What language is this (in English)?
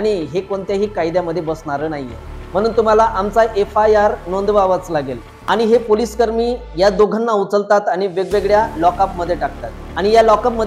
Marathi